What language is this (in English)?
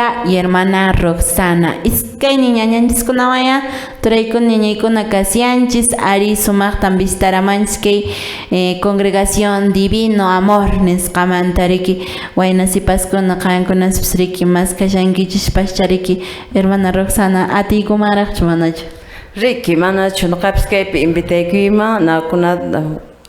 Quechua